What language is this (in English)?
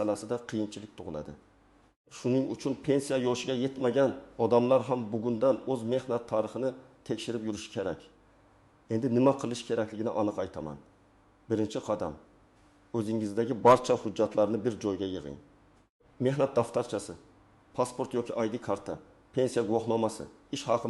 Uzbek